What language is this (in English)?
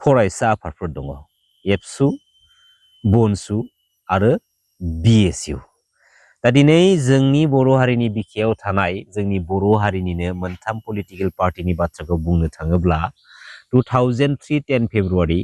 Bodo